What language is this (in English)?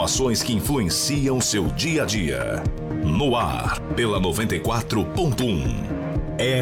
Portuguese